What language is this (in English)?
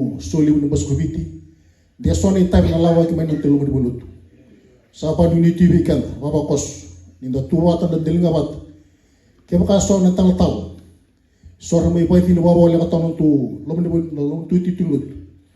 Fijian